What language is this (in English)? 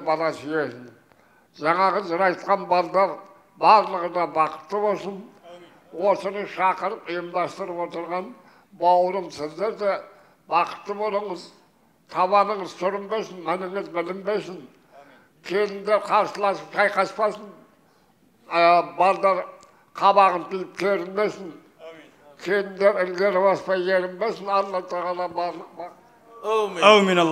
Kazakh